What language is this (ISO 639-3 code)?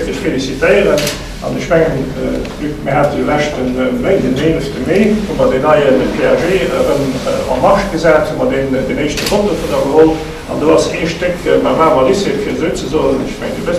ltz